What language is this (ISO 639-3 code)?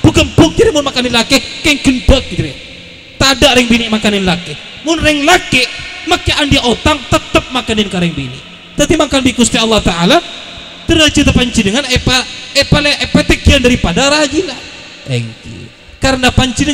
mad